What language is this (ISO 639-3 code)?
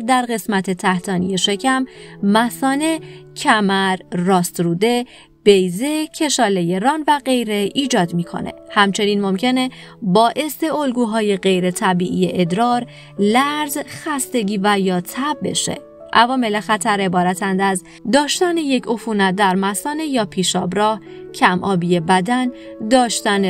fas